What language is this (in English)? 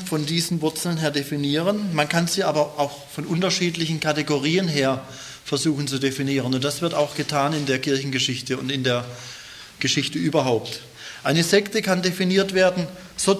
German